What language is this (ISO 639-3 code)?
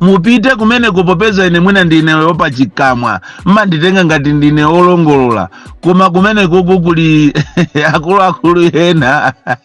nya